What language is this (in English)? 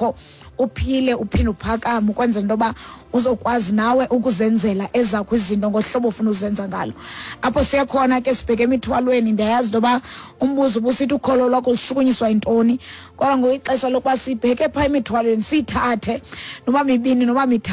Xhosa